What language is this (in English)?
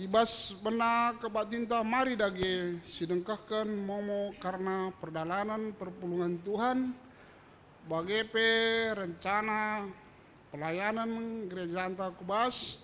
Batak Karo